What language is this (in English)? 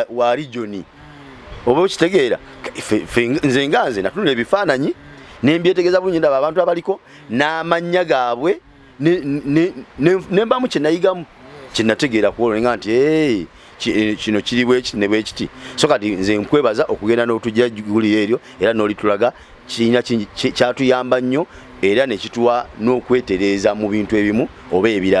Ganda